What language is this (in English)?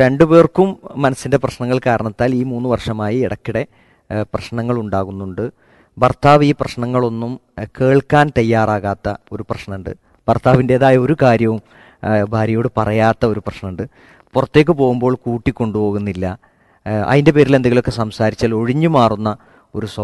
Malayalam